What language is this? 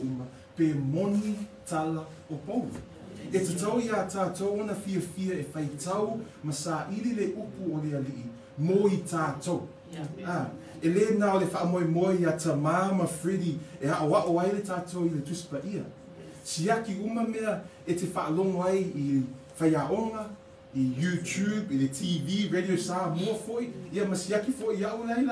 Samoan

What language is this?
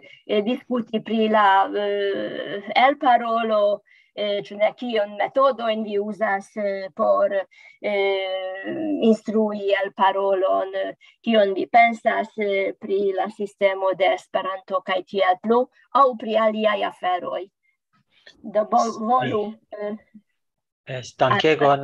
Esperanto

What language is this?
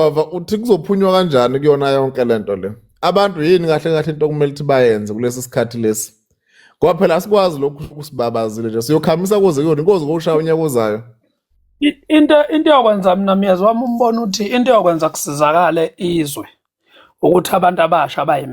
Zulu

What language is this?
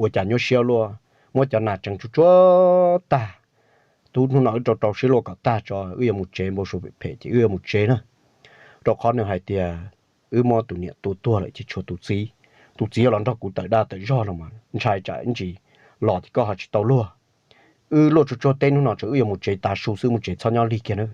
Hmong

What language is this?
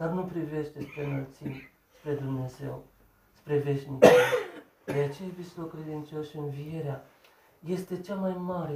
Romanian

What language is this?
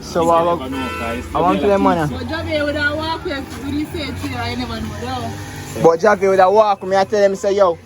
Jamaican Creole English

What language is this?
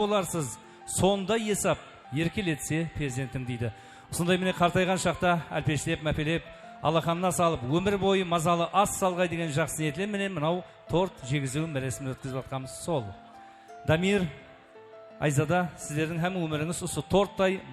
Kara-Kalpak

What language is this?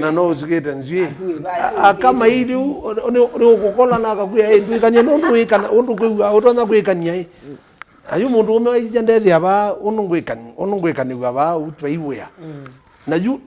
Kamba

